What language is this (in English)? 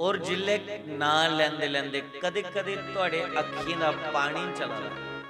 Dogri